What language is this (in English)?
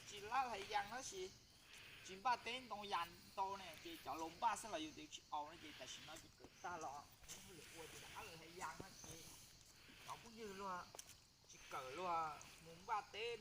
Hmong